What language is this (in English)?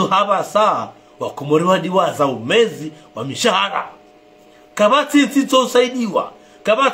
Ngazidja Comorian